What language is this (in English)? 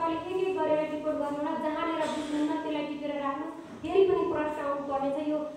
Nepali